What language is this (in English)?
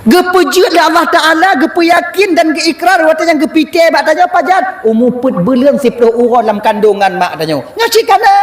Achinese